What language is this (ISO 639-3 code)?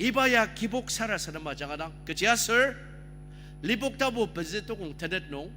njo